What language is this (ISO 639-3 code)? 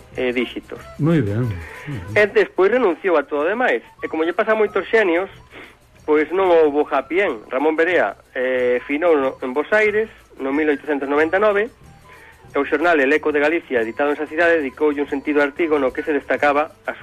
glg